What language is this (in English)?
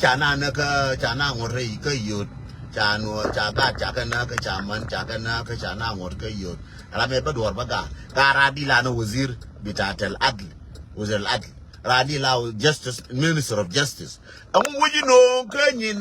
Nuer